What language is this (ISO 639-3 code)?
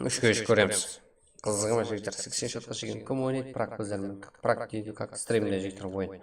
kaa